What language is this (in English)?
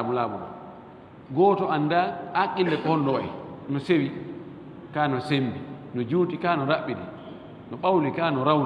Fula